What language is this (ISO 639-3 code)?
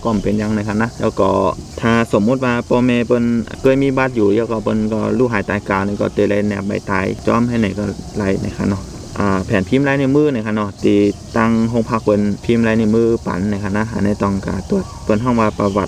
shn